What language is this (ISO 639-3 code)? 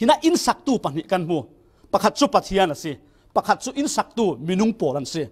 cfm